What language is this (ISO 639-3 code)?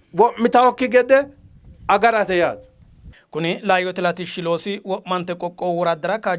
sid